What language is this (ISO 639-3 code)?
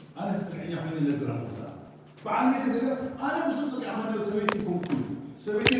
tir